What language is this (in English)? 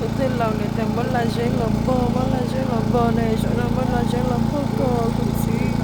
Hmong